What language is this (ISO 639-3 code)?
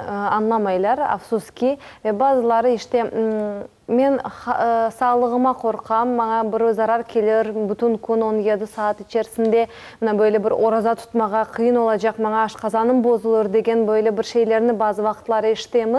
crh